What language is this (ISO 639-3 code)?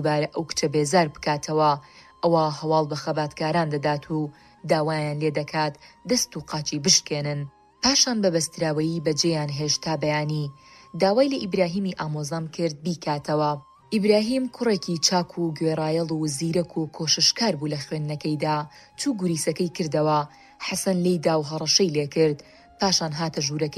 ckb